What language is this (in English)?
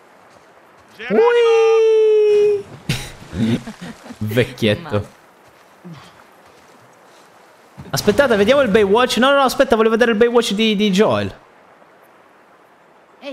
Italian